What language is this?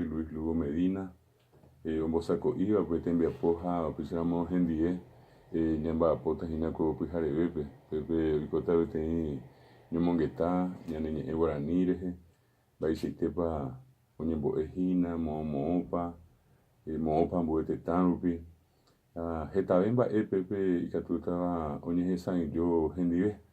Guarani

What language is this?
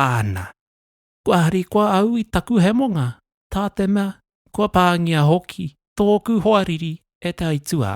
Māori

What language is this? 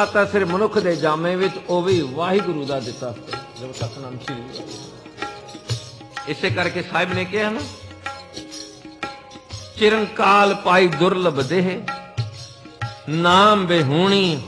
Punjabi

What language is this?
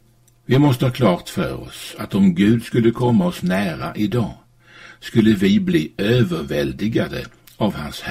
Swedish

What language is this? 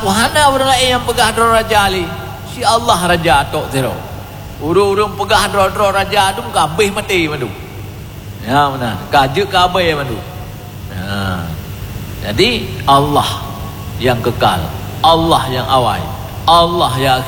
Achinese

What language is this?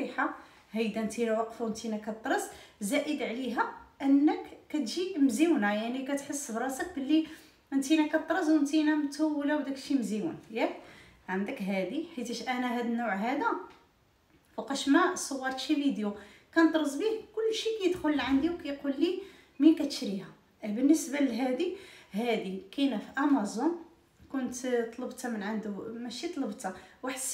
Moroccan Arabic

